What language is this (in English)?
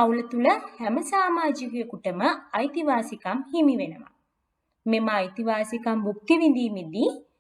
Sinhala